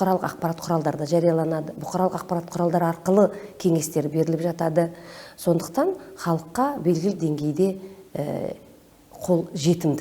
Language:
Kazakh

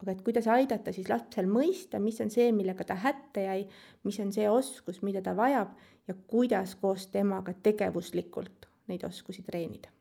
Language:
Estonian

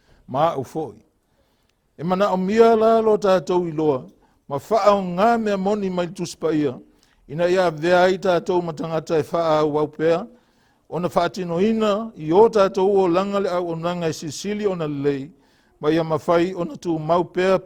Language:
Samoan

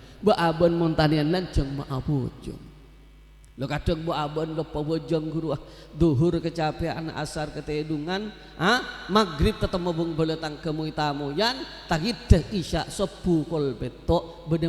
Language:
Madurese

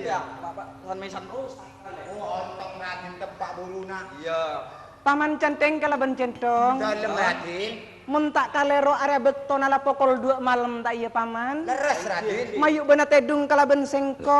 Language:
Madurese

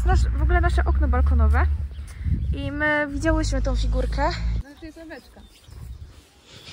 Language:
Polish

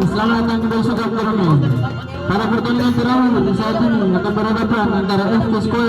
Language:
Ambonese Malay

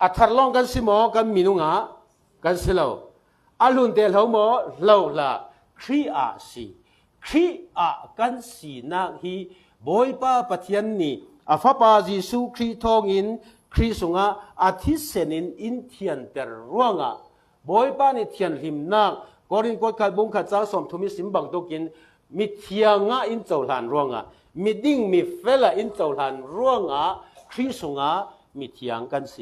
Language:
Falam Chin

